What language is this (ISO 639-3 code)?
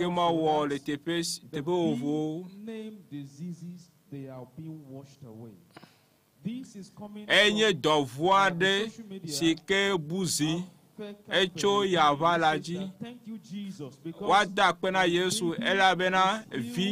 ewe